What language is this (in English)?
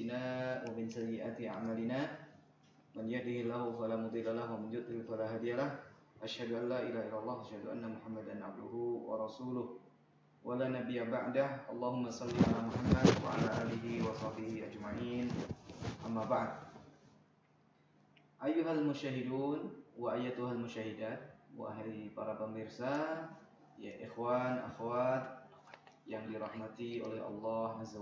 Indonesian